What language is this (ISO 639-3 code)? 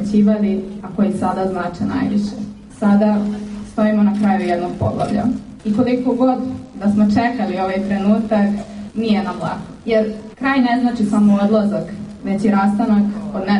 srp